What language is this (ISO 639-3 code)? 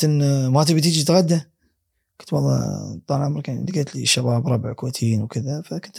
afb